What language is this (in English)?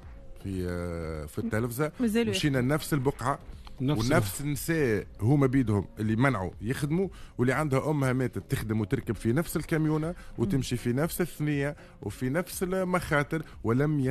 Tunisian Arabic